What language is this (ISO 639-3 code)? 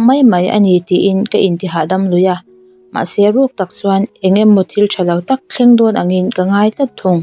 lus